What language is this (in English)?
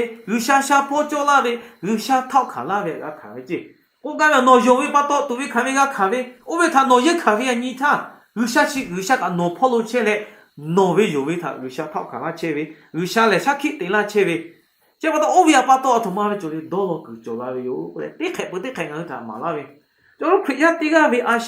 Lahu